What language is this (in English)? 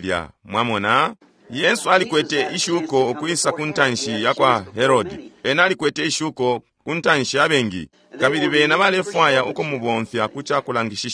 Bemba